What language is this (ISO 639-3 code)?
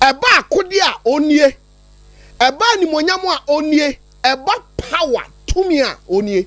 aka